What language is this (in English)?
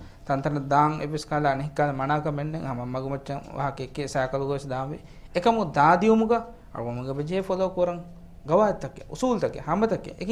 Divehi